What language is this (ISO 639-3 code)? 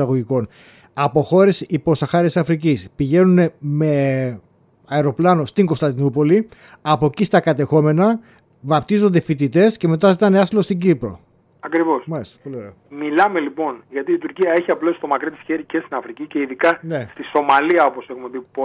ell